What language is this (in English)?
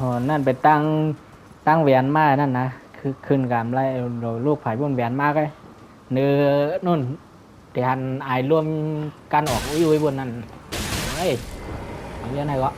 Shan